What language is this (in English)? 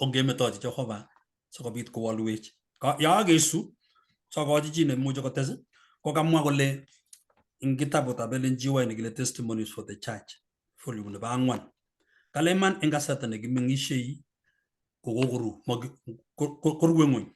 Kalenjin